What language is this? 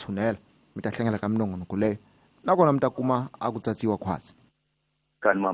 Tsonga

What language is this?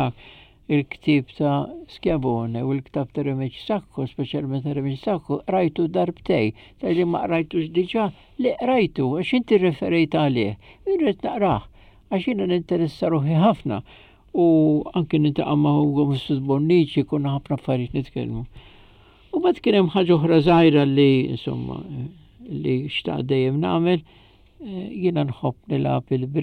Maltese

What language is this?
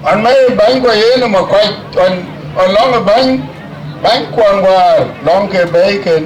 Dinka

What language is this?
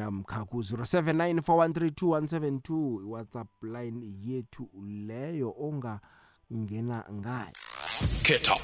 South Ndebele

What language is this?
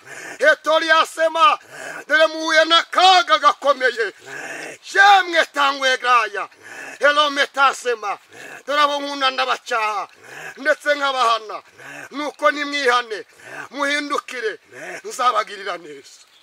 Kinyarwanda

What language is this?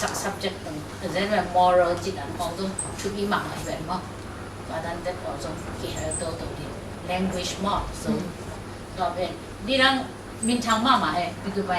Tedim Chin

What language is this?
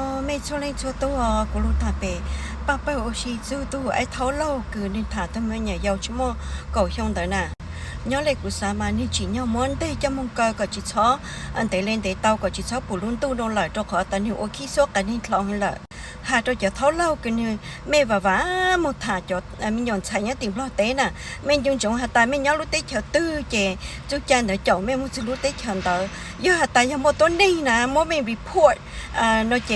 Hmong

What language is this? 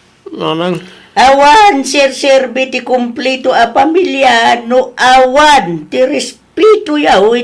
Iloko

